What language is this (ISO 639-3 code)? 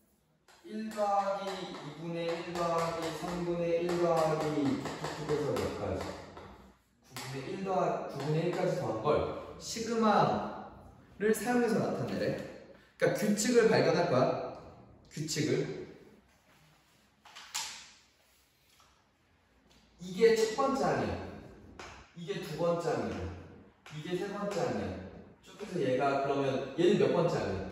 kor